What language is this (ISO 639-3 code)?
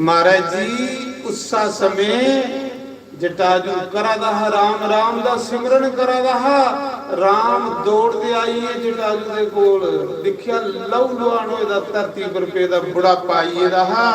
doi